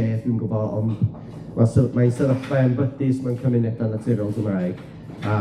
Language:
Welsh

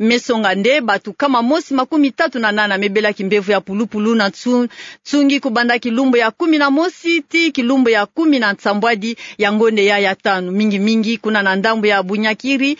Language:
Kituba (Democratic Republic of Congo)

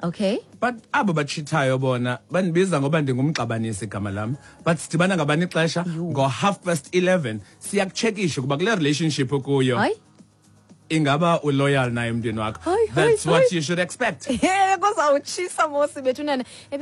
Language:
Xhosa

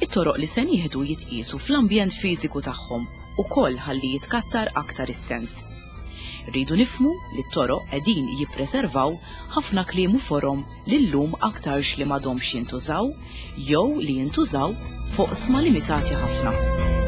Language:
Maltese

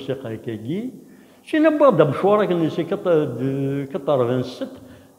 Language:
Kabyle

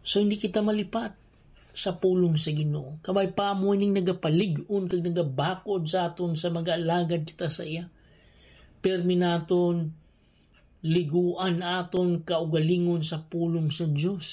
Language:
Hiligaynon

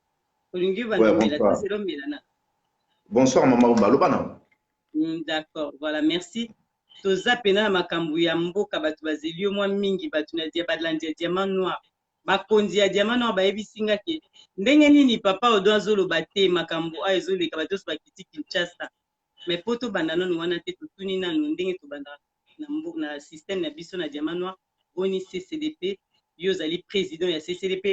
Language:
Lingala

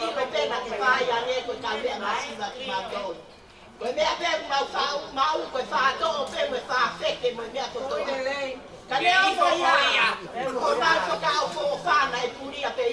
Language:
Tongan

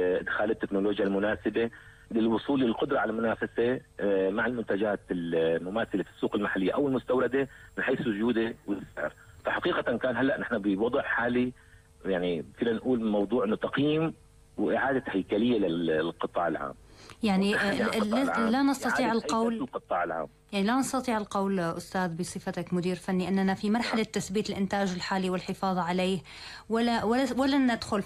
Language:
North Levantine Arabic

